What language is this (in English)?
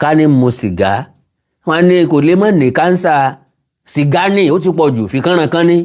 Yoruba